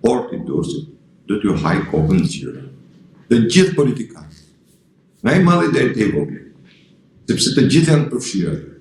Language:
Albanian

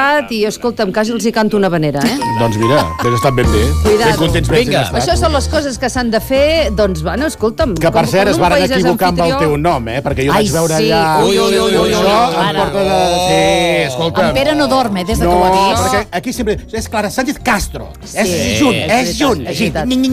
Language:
Catalan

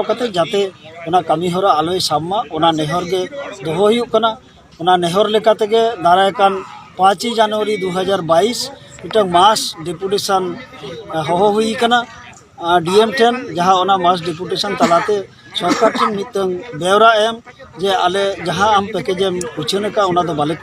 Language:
Santali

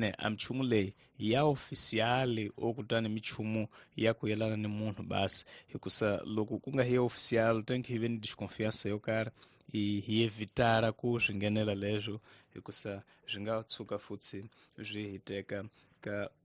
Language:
Tsonga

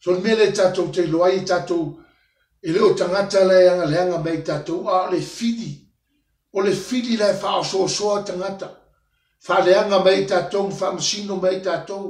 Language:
Samoan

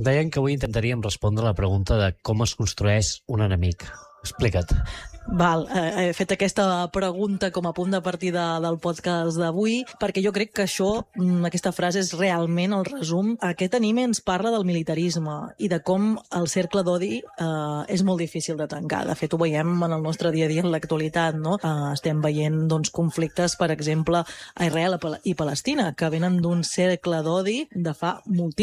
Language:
Catalan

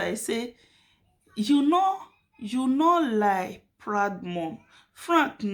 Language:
Nigerian Pidgin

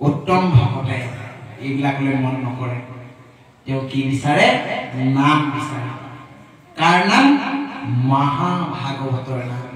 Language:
Assamese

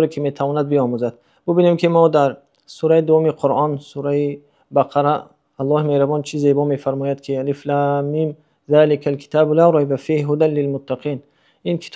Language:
Tajik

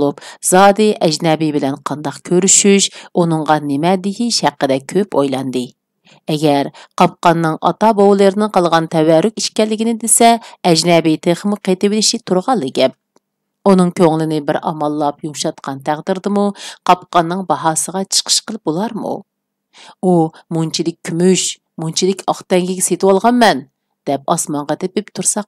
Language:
Uyghur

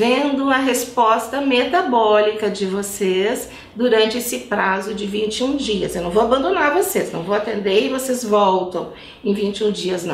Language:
Portuguese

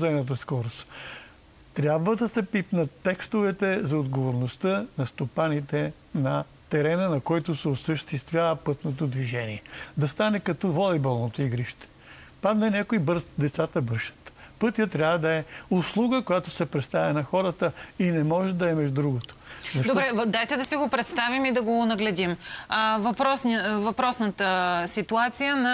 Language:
Bulgarian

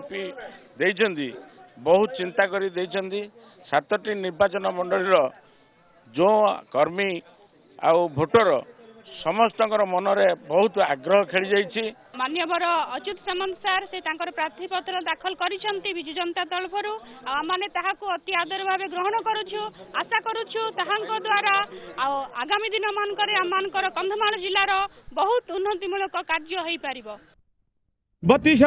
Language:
Odia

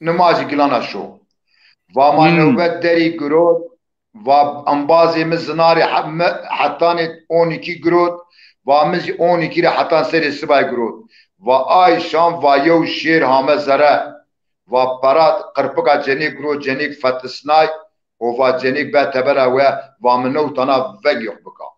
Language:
Zaza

